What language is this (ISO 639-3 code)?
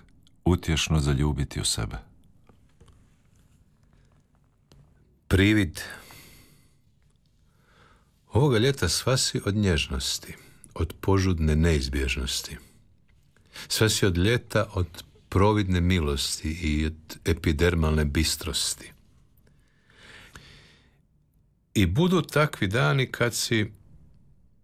hrv